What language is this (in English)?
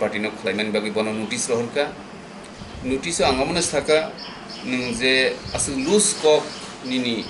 Kok Borok